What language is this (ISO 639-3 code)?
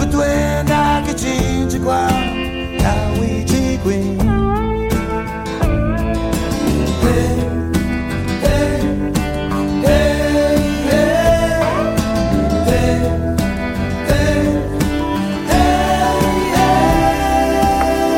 ita